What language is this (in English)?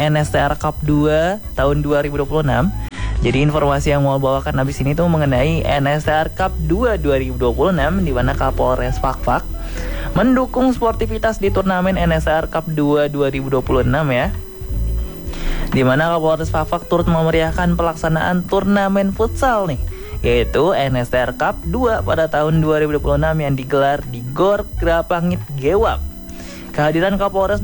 Indonesian